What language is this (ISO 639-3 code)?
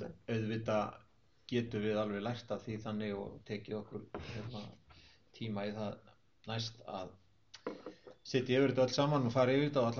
isl